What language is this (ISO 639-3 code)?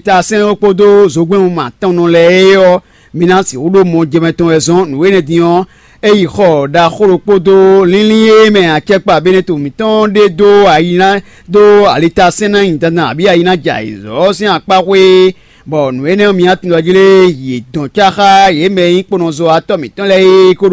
fon